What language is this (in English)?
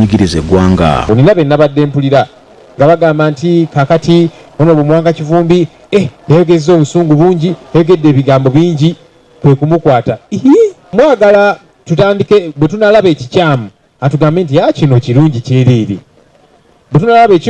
Ganda